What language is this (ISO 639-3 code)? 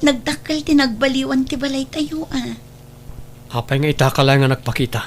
ilo